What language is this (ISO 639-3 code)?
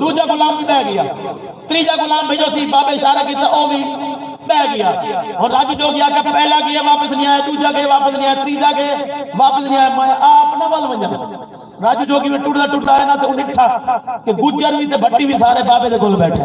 skr